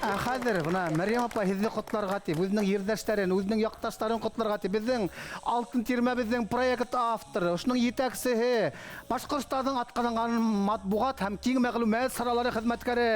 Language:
Bashkir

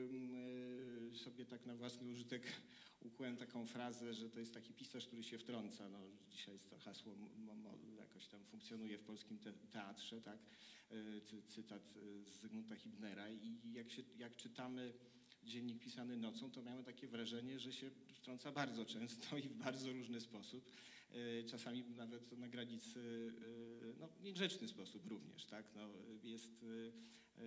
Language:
Polish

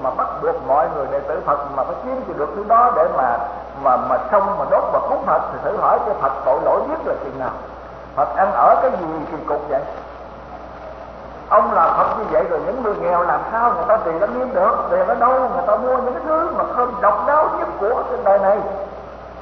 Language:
Vietnamese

